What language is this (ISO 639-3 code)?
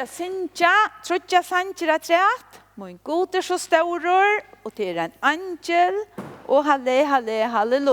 fao